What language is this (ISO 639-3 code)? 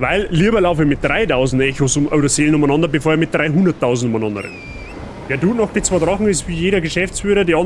bar